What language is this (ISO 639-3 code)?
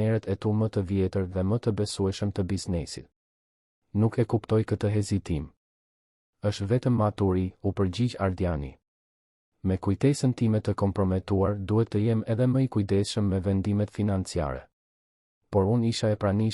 sqi